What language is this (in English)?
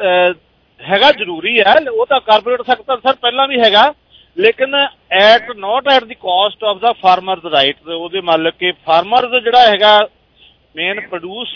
Punjabi